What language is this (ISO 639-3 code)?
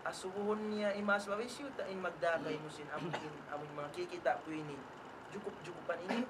tsg